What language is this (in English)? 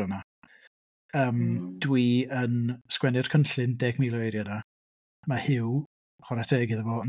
Welsh